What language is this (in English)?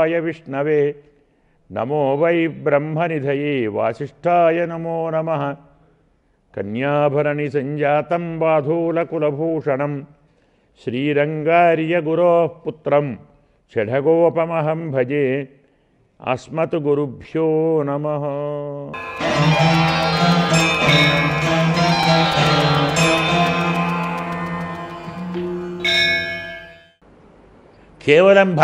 Telugu